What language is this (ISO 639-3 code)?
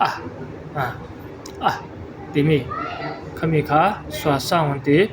cfm